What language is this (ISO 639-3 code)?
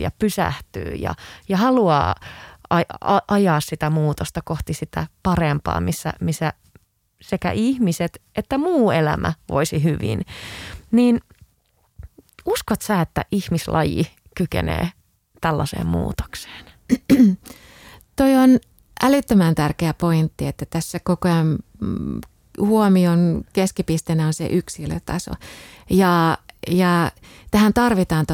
fin